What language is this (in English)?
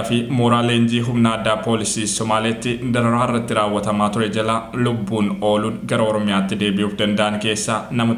Oromo